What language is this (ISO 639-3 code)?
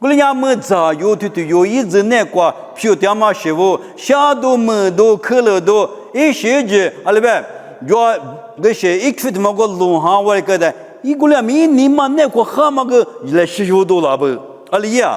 lis